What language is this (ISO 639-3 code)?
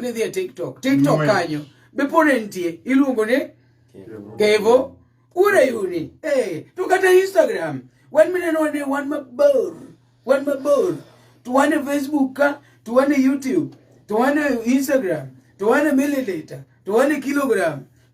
luo